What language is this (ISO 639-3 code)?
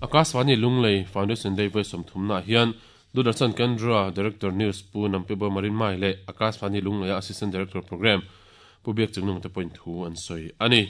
lus